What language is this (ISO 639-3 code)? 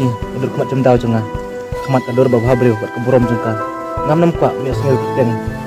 kha